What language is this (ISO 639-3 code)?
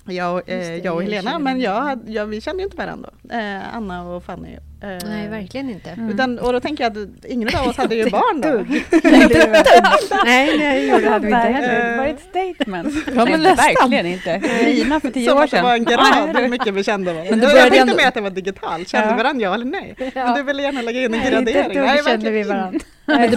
swe